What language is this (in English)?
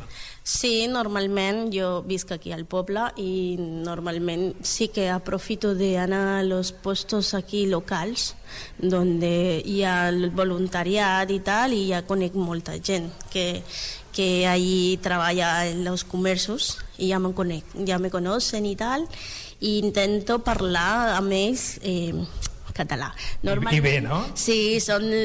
Catalan